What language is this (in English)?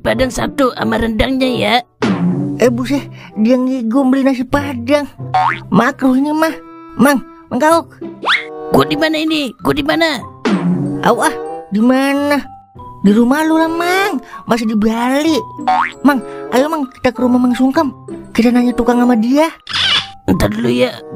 Betawi